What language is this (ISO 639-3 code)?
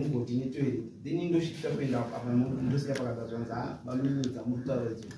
sna